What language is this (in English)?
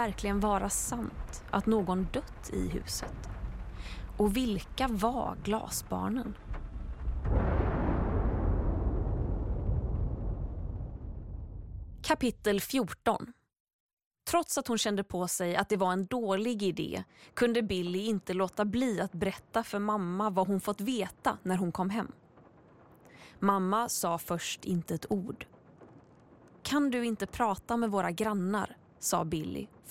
Swedish